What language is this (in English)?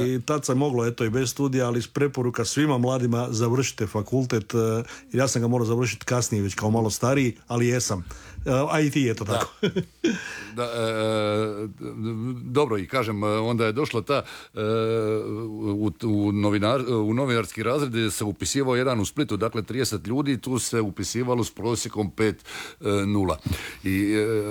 Croatian